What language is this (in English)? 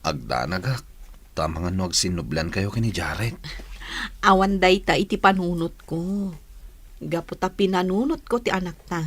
Iloko